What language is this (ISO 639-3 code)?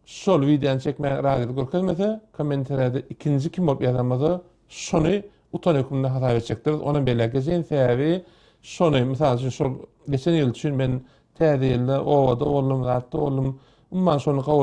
tuk